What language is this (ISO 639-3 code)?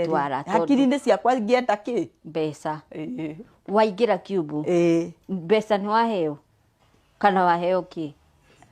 kik